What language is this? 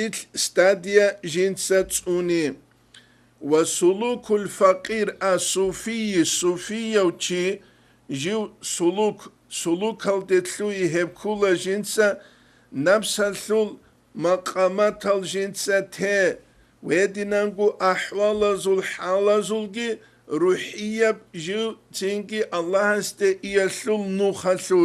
Avaric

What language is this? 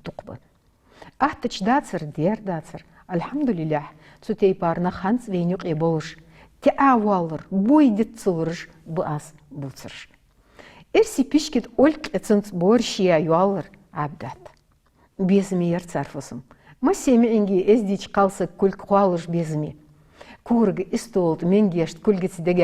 Ingush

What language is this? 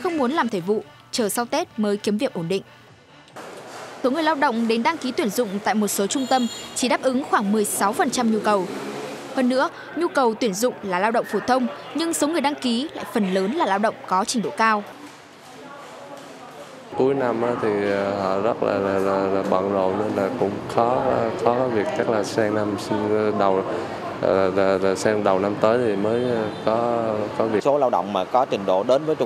Vietnamese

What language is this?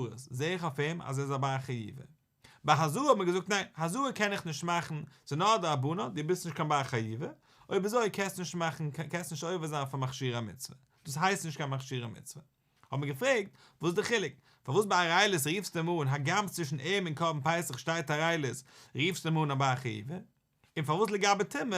Yiddish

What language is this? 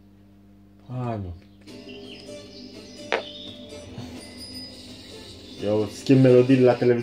Romanian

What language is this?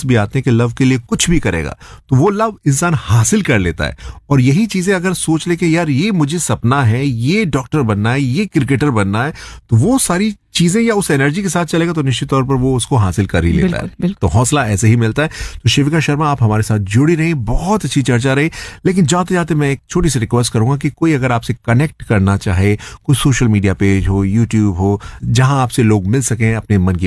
Hindi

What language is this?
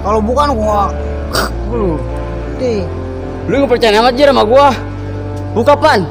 Betawi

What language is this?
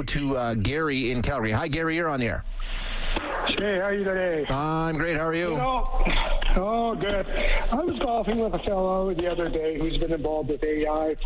English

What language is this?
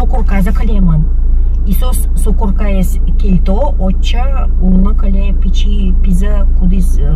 Udmurt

